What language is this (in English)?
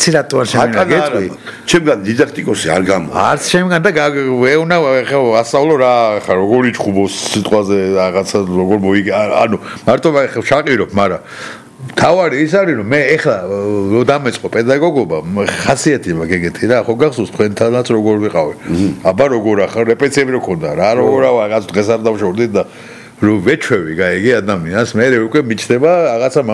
Georgian